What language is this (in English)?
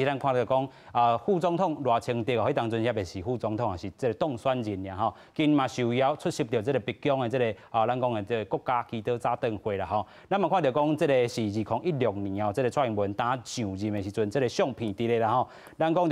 Min Nan Chinese